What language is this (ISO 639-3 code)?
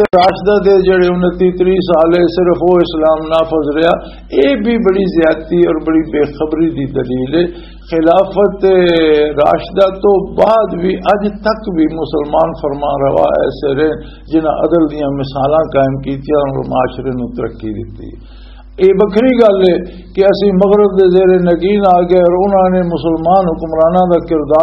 lah